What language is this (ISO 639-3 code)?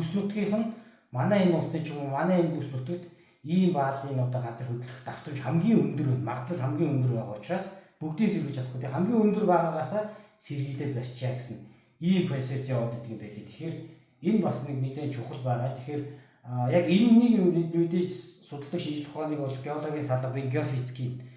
mon